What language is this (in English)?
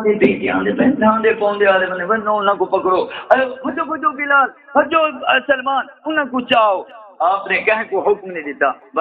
Saraiki